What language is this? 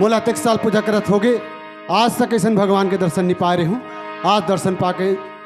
Chhattisgarhi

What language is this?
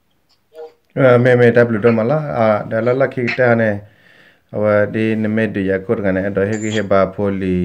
S'gaw Karen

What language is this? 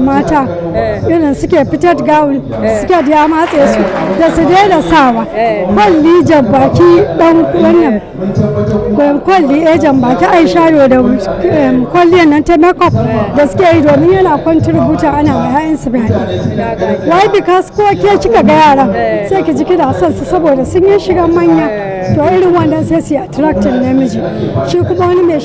Hausa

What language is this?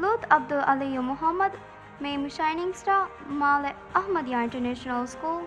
Divehi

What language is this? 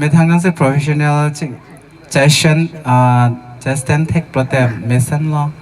Karbi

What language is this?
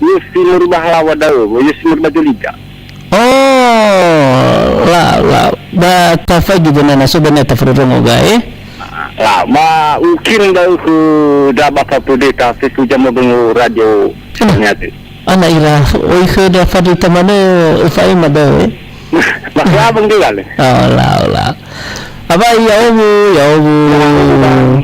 Nias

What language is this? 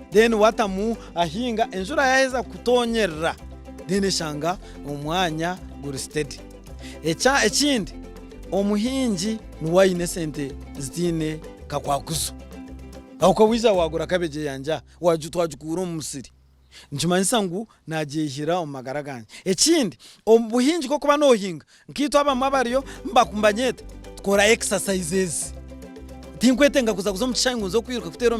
Nyankole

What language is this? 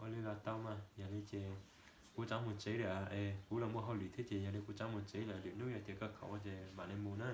Hmong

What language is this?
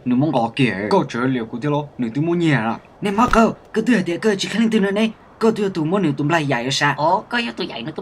Hmong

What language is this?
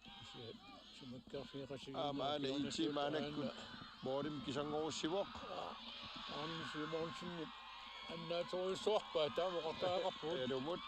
Kalaallisut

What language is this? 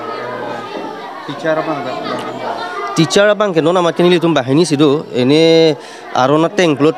Karbi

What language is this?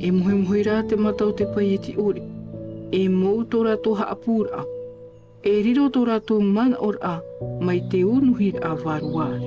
Tahitian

